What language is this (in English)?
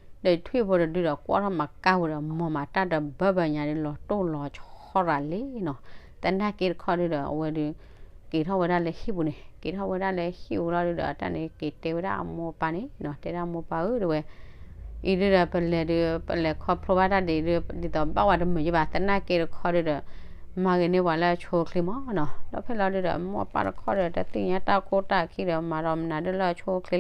S'gaw Karen